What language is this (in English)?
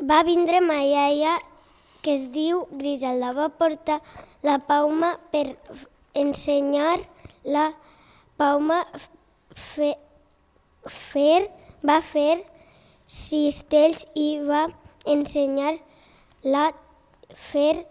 Catalan